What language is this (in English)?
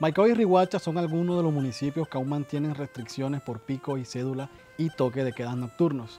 Wayuu